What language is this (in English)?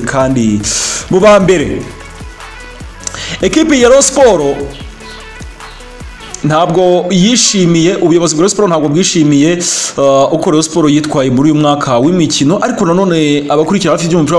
Kinyarwanda